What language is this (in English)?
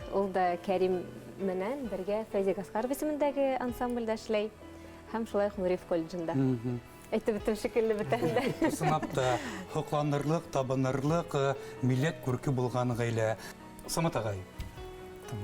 Bashkir